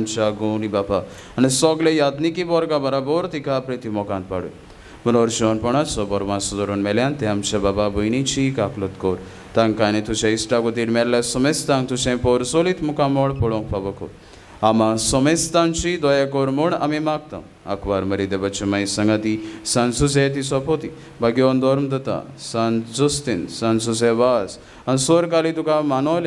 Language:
Konkani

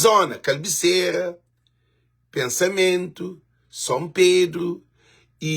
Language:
Kabuverdianu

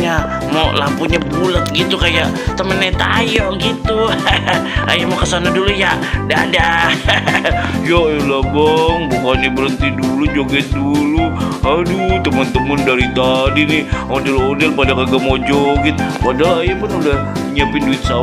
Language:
Betawi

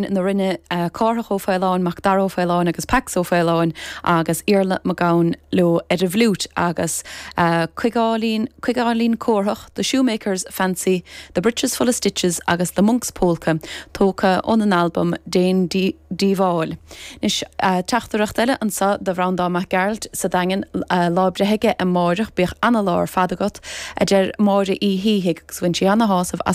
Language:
Irish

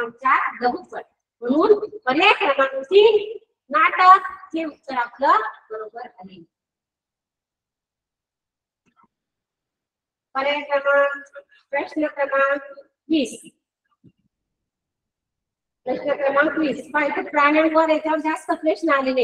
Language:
Marathi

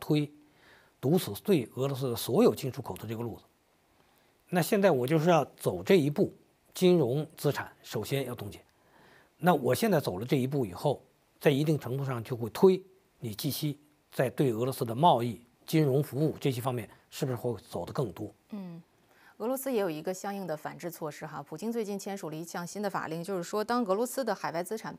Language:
Chinese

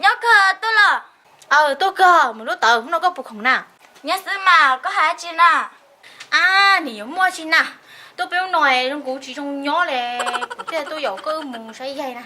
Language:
Hmong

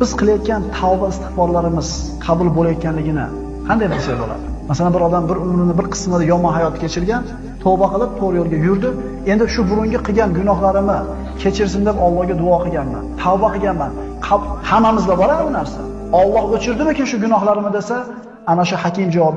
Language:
Uzbek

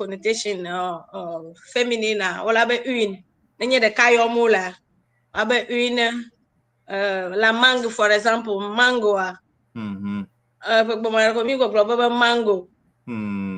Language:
Ewe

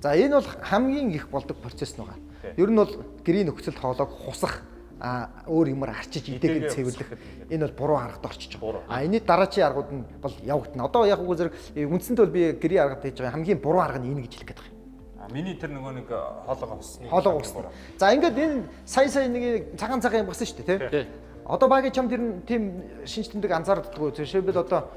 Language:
Mongolian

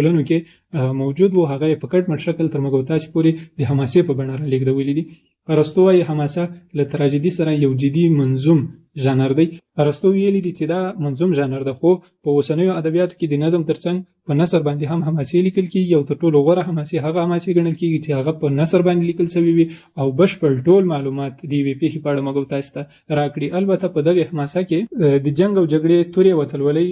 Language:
Pashto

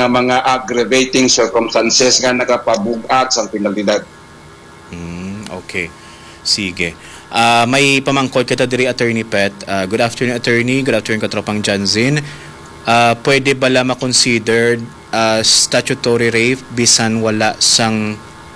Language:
Hiligaynon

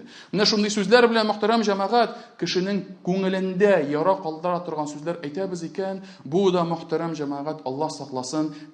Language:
Tatar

